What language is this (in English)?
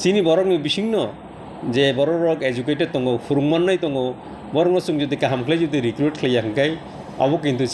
Kok Borok